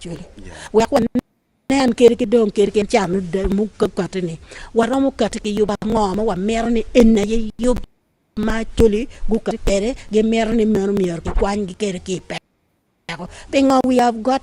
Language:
Acoli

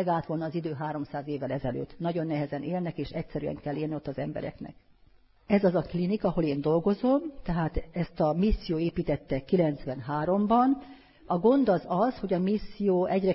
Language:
Hungarian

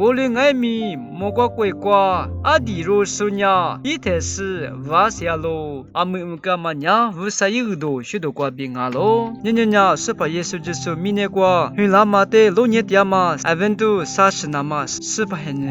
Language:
Lisu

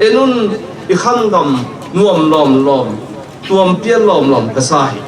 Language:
Tedim Chin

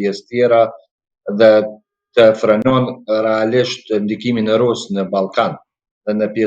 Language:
Albanian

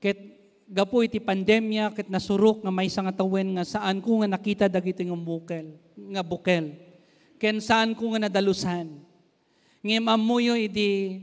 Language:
Iloko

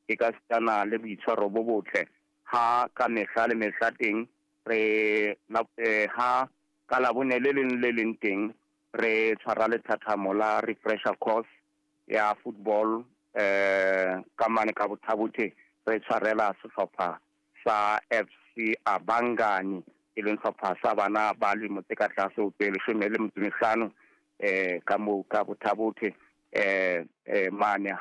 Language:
Southern Sotho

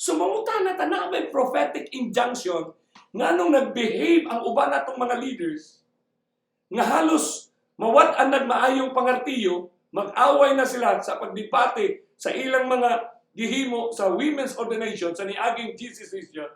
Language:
Cebuano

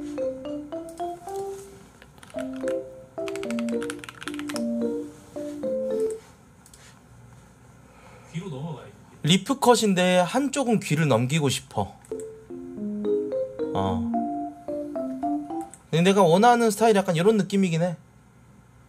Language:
Korean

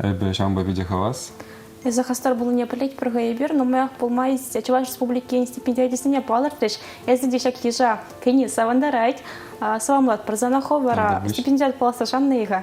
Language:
Chuvash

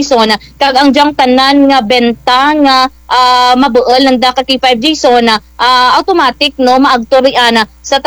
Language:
Kinaray-a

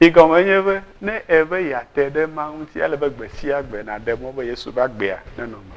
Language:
Ewe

